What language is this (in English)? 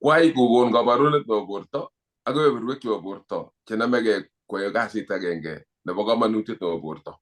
Kalenjin